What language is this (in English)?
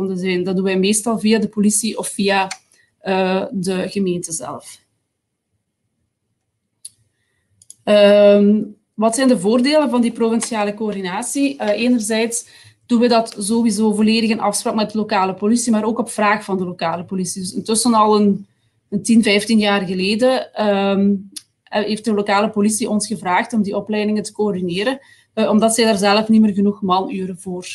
Dutch